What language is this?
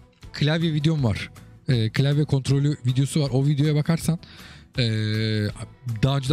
Turkish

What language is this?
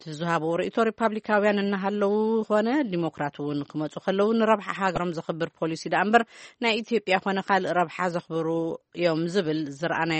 Tigrinya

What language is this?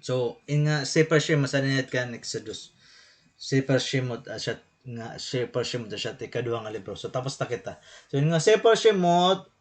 Waray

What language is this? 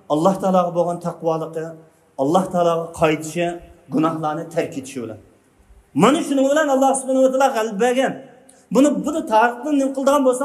Uyghur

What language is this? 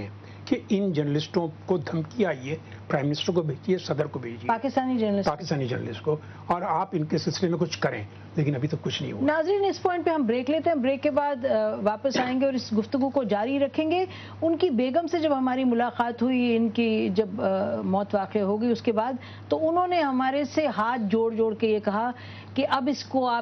Urdu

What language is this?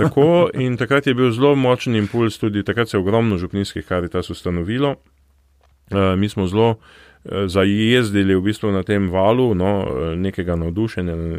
Slovenian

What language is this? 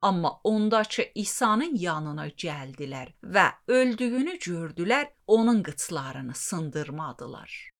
Azerbaijani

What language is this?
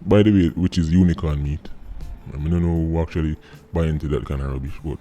Jamaican Creole English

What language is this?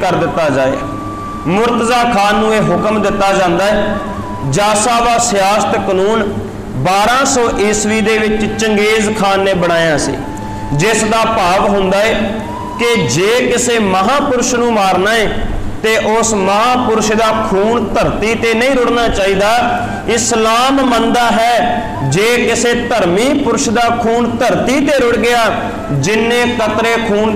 Punjabi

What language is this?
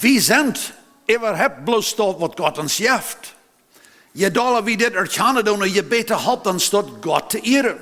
Plautdietsch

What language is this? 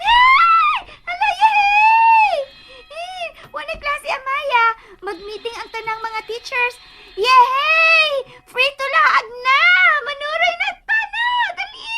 Cebuano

